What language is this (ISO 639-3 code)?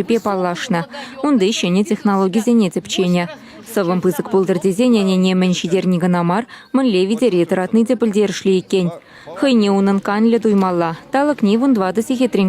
chv